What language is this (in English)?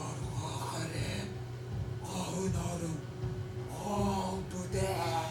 Yakut